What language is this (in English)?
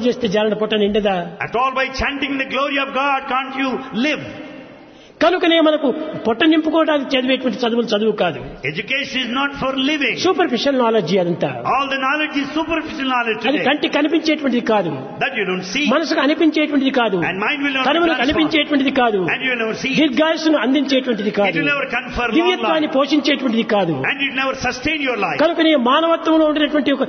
Telugu